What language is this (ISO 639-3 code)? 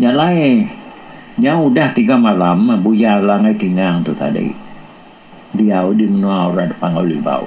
iba